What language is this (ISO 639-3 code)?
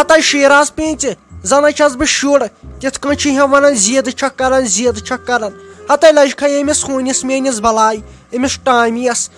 kas